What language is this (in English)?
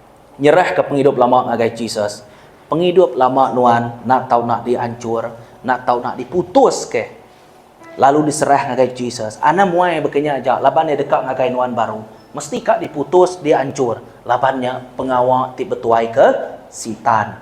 Iban